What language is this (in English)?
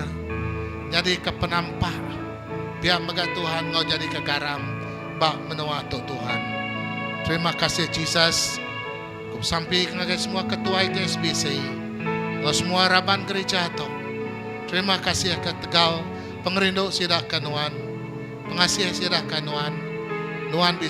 Iban